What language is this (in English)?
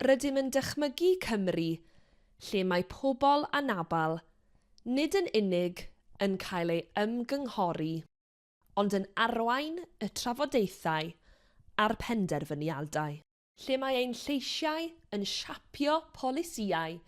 Welsh